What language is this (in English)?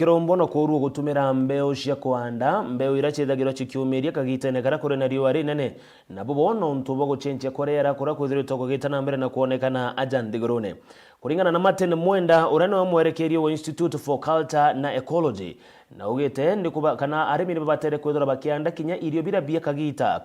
Meru